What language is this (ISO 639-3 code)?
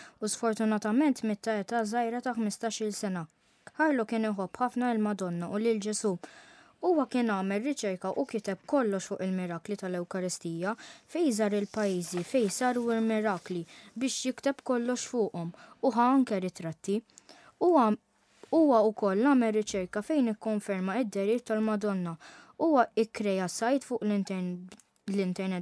mlt